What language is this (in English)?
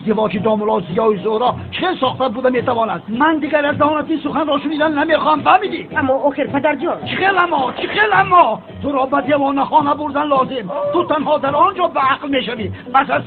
Tajik